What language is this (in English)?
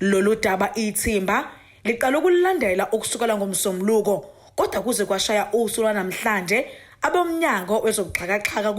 Zulu